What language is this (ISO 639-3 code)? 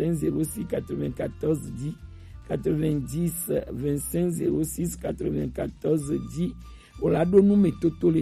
gej